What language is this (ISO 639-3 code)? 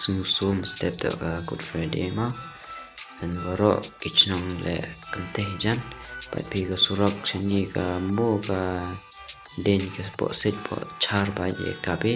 kha